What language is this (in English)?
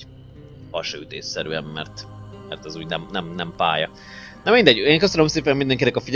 Hungarian